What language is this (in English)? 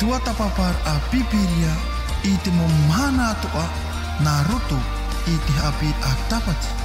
Tahitian